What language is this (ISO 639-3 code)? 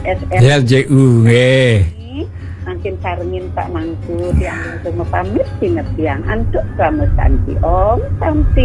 ban